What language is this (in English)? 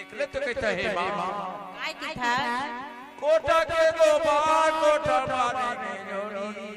Chhattisgarhi